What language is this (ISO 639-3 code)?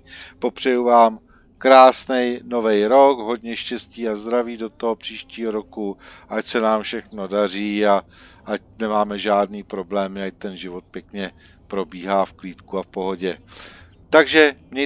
ces